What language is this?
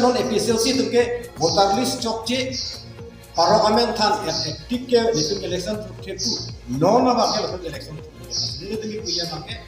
Karbi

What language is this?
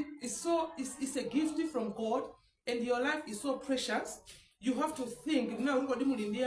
Nyanja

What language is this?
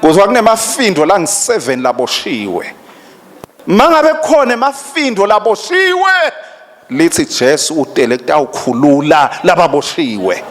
Swati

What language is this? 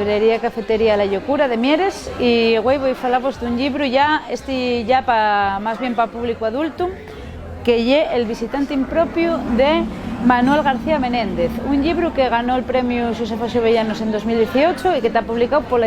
Asturian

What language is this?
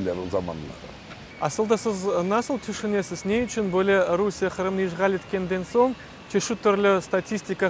Crimean Tatar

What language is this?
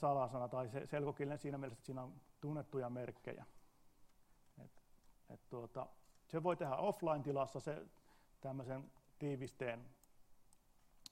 Finnish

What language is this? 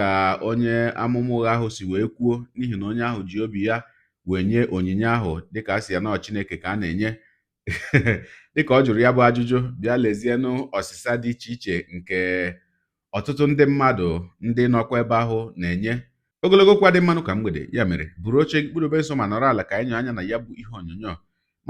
Igbo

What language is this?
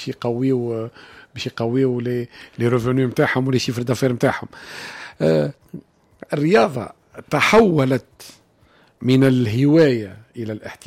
Tunisian Arabic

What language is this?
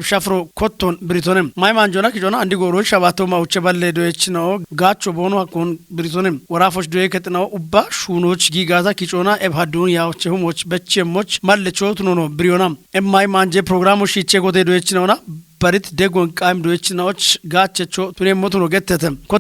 Kafa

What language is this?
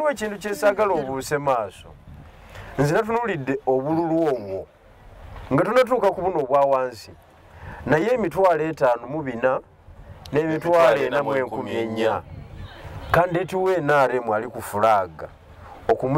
Ganda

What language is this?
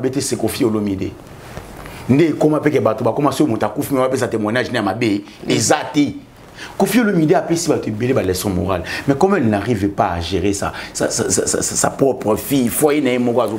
Lingala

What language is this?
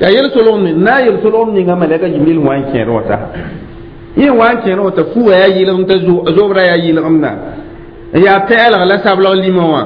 Mossi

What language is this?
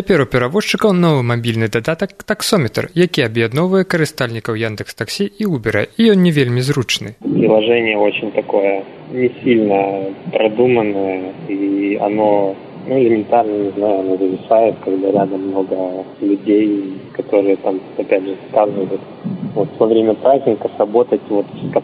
Belarusian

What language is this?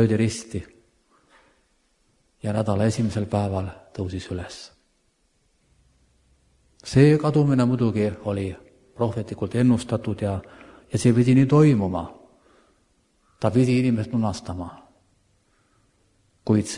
Estonian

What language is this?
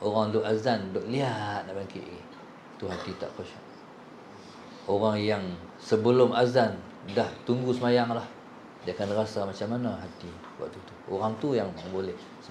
Malay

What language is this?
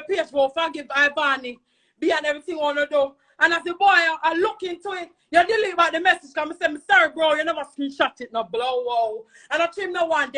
Jamaican Creole English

